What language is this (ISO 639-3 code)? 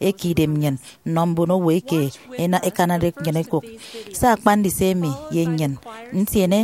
efi